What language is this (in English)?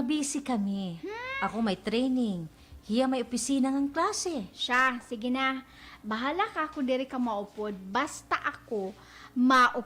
Waray